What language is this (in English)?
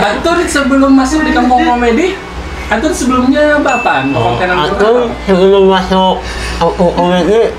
Banjar